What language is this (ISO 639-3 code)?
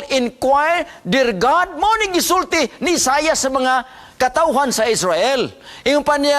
ceb